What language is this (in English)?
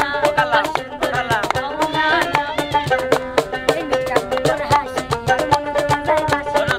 Bangla